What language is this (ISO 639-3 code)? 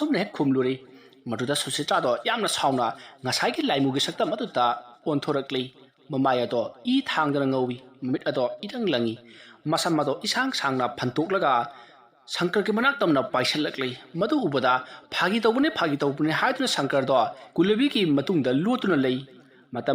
mni